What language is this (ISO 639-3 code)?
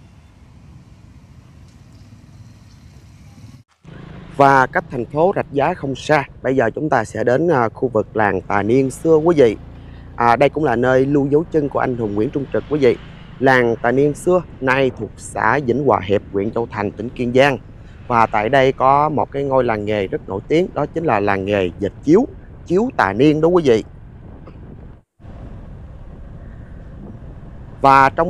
vie